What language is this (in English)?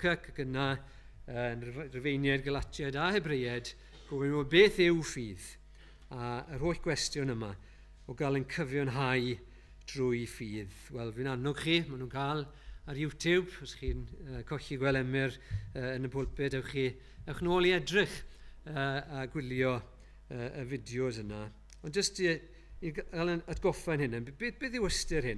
Welsh